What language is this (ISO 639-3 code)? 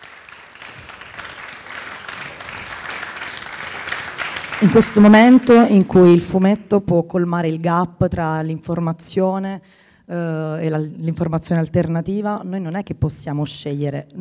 ita